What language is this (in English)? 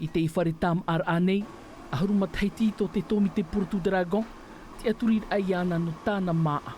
Tahitian